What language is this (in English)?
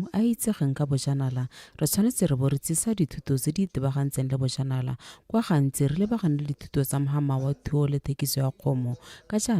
Tswana